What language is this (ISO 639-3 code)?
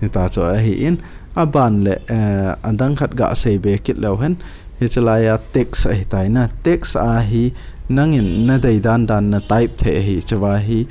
tcz